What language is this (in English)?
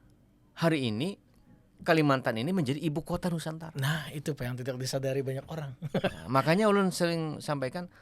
Banjar